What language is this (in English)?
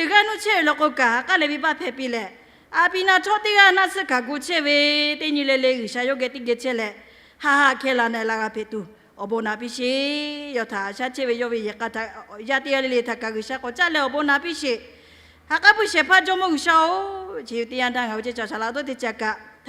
Lahu